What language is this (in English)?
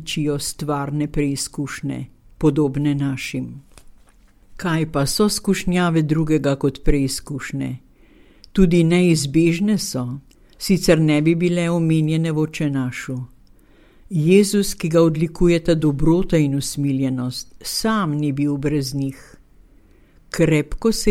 Slovenian